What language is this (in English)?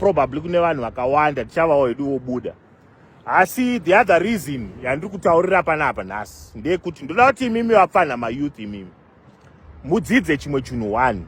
Shona